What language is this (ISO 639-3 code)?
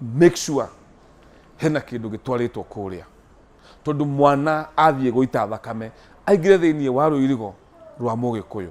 kik